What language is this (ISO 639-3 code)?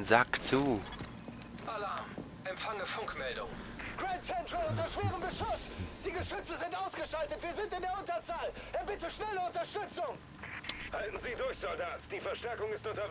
gsw